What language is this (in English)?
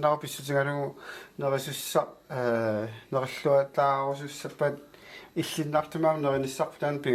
Kalaallisut